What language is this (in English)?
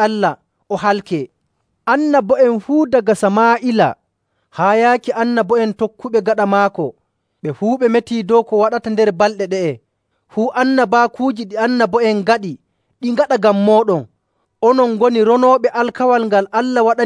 Nigerian Fulfulde